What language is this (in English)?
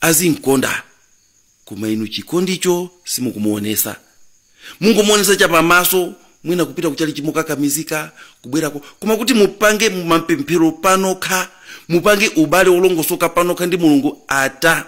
Nyanja